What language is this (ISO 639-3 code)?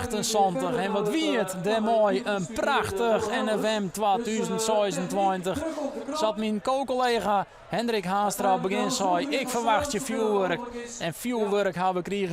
fry